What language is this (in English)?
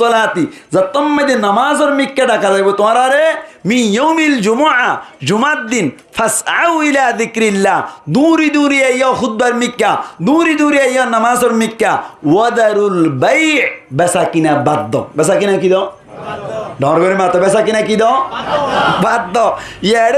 Rohingya